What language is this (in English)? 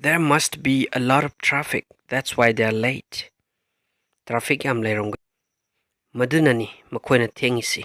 Manipuri